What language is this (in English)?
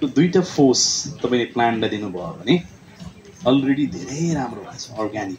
Nepali